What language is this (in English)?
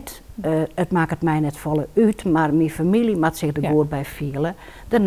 Western Frisian